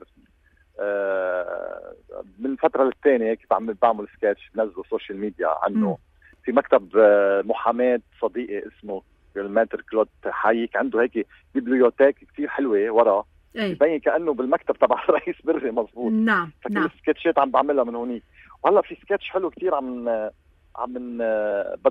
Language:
North Levantine Arabic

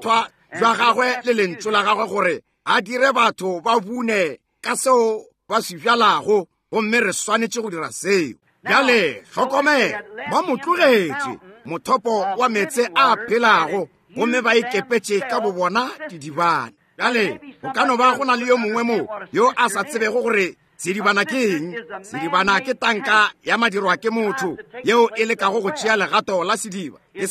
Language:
Northern Sotho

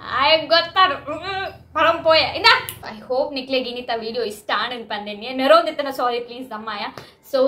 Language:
Tulu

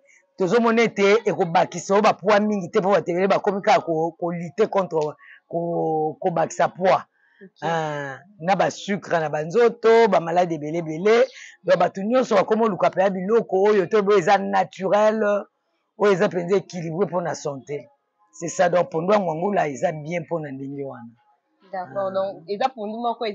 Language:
Lingala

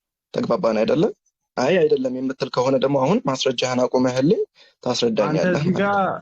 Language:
Amharic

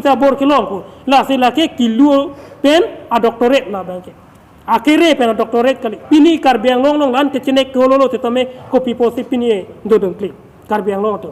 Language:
Karbi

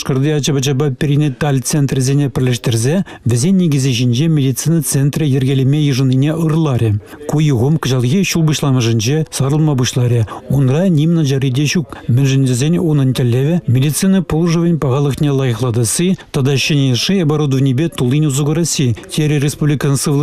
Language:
Chuvash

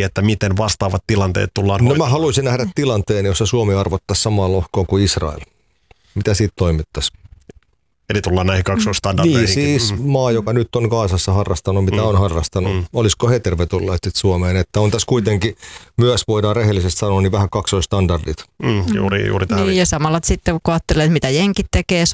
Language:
Finnish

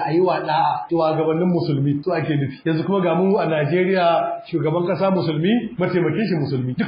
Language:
Hausa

